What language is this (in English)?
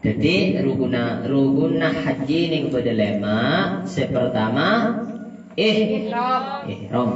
Madurese